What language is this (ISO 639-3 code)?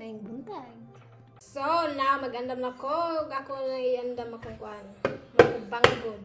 ceb